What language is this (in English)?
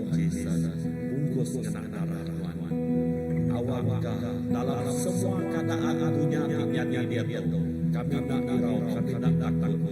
Iban